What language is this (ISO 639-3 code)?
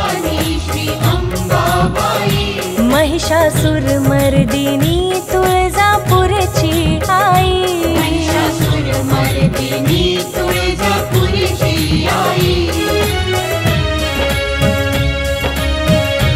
mar